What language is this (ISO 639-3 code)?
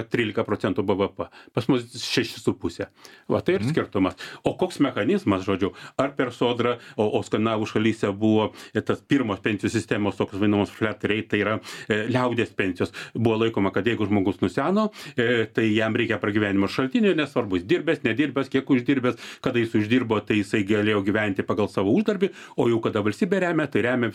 lit